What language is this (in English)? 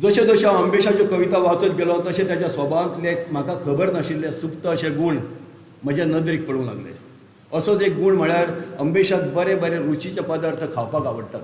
Konkani